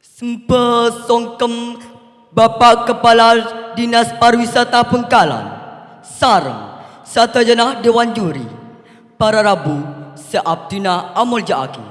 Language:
Madurese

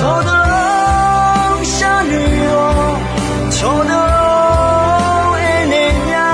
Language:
Akha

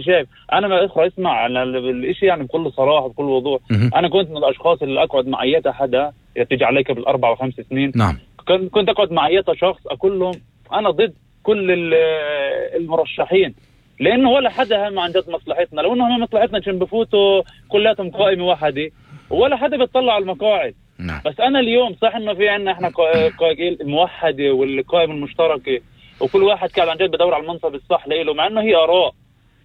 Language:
North Levantine Arabic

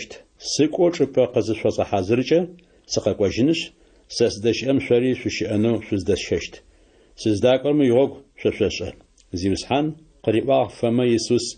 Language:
Adyghe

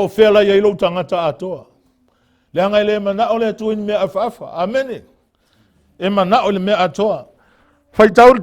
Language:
Samoan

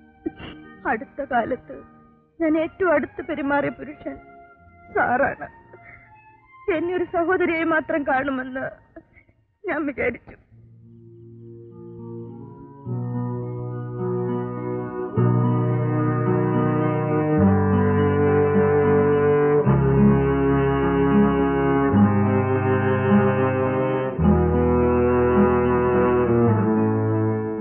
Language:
Malayalam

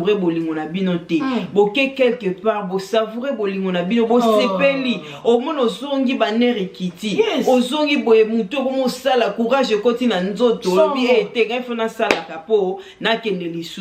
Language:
Lingala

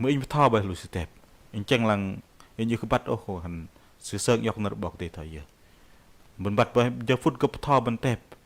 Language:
Bahnar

